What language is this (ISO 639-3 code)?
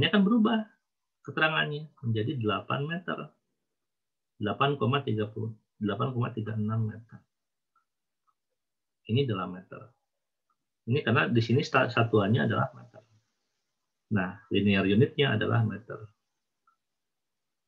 ind